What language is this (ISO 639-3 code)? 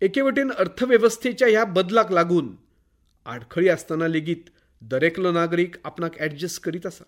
kok